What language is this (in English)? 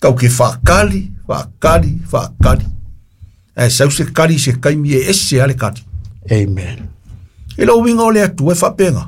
Samoan